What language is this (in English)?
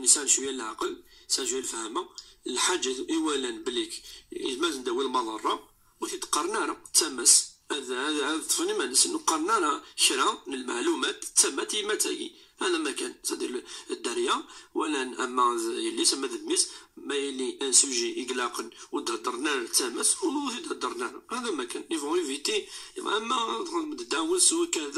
Kabyle